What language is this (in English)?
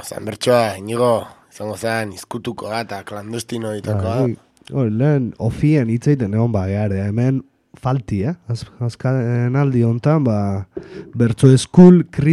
Basque